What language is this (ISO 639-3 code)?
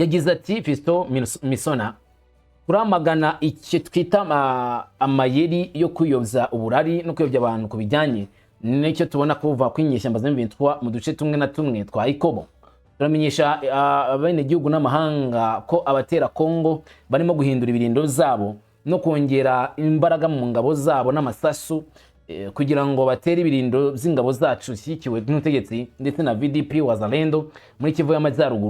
kin